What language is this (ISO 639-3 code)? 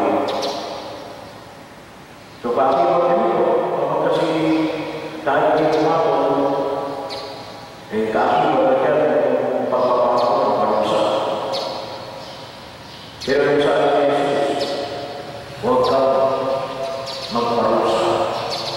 fil